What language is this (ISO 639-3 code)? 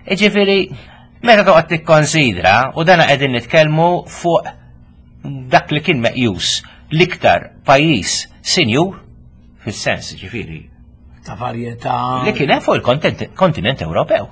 mlt